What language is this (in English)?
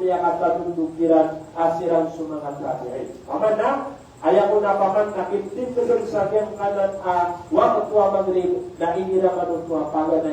Maranao